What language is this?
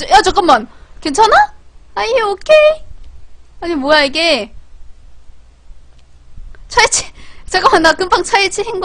Korean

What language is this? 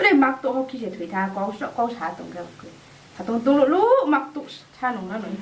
Riang (India)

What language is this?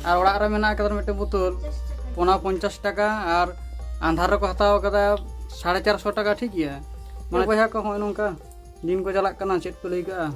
Santali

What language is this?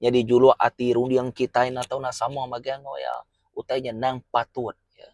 Iban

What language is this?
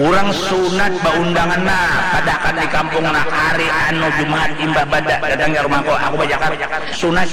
Banjar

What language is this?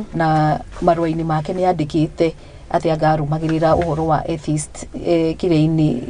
Kikuyu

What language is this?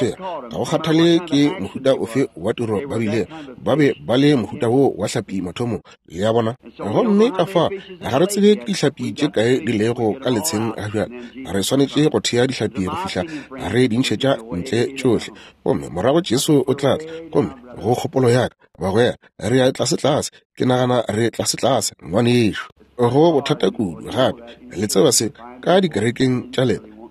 Northern Sotho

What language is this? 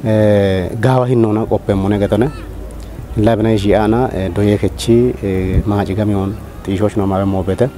Kafa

